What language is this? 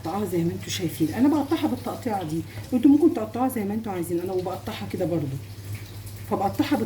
Egyptian Arabic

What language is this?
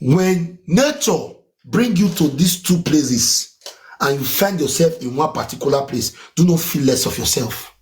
Nigerian Pidgin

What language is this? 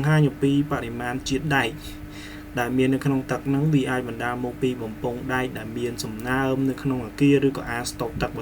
Khmer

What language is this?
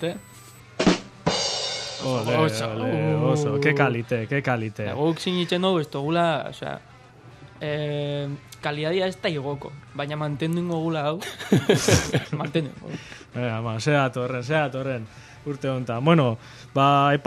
Basque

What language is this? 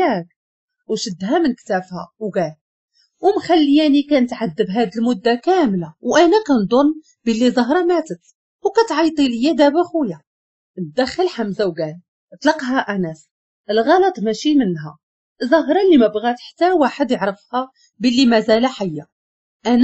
Moroccan Arabic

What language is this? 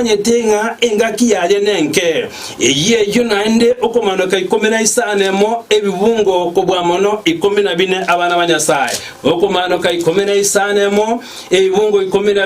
Gusii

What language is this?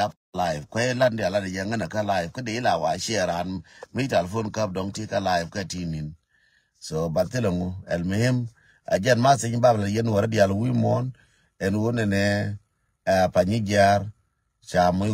Nuer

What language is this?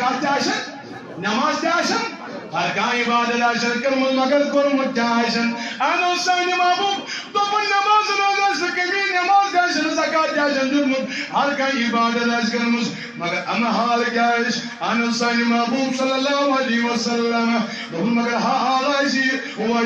Kashmiri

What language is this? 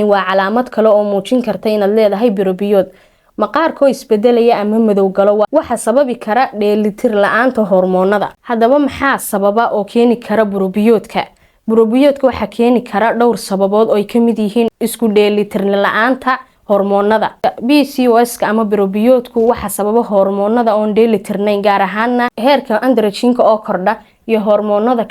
Somali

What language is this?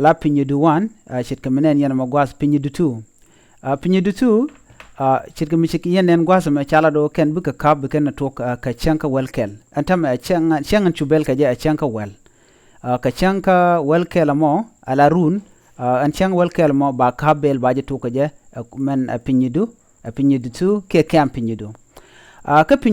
Nuer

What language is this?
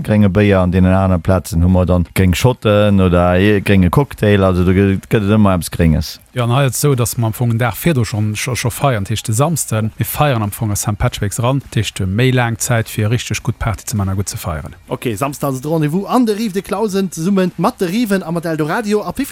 Luxembourgish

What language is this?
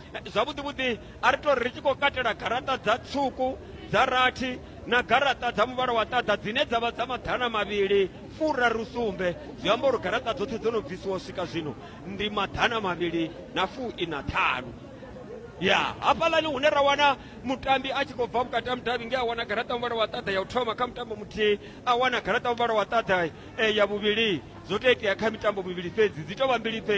Venda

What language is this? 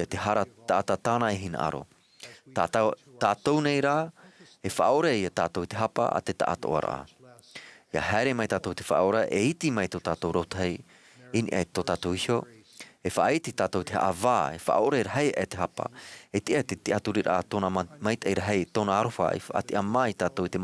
Tahitian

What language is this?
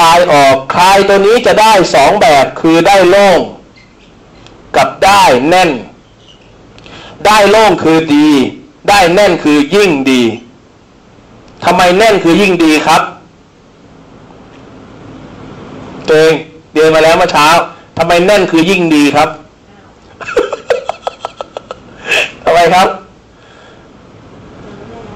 Thai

